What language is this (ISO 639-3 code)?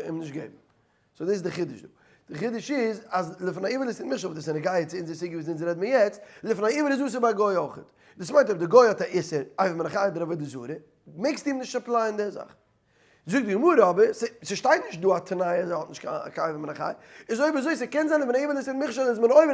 yid